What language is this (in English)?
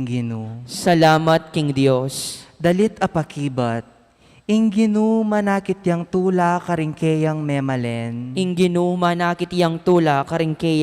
Pampanga